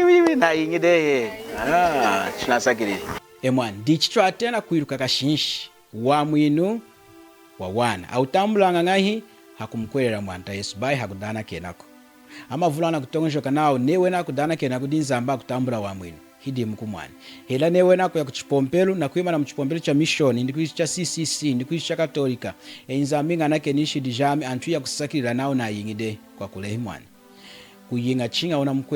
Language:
Lunda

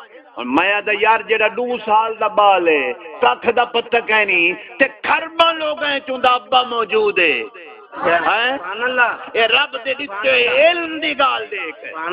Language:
Saraiki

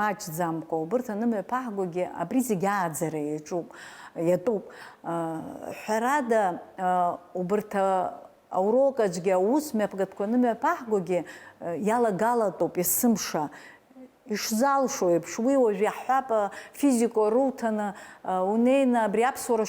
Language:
Abkhazian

